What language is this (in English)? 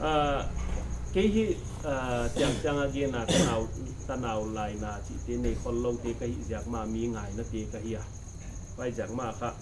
Paite Chin